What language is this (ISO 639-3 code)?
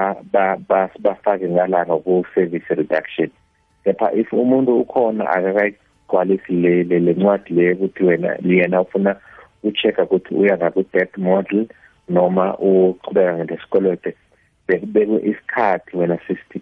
nbl